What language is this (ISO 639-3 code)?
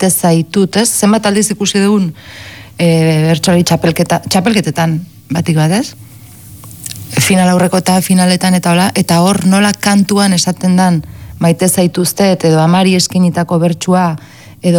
eus